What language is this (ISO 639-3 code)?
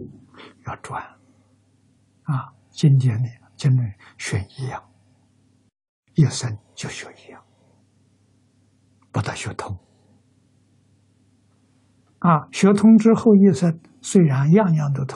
zho